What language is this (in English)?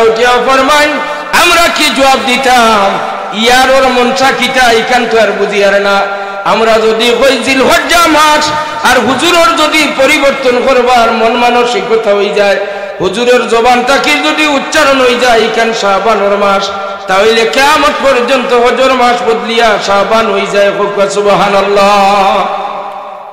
Sylheti